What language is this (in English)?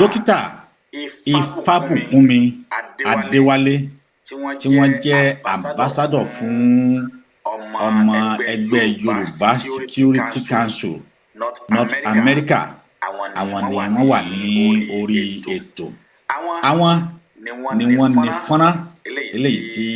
Yoruba